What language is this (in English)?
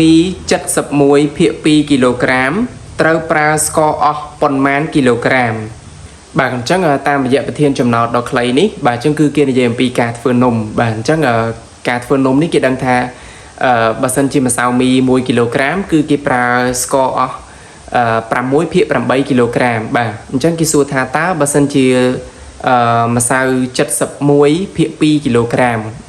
Khmer